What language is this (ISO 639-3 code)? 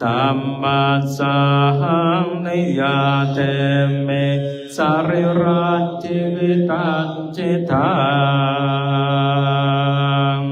pli